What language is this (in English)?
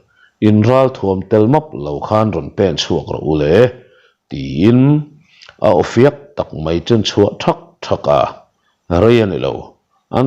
Mizo